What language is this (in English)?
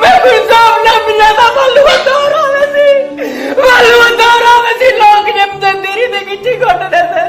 Saraiki